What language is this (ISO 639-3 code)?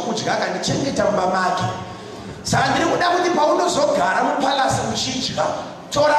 sna